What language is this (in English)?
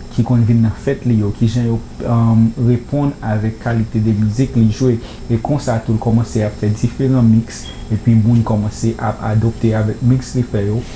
Haitian Creole